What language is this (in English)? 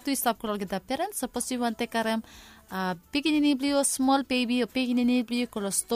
Bislama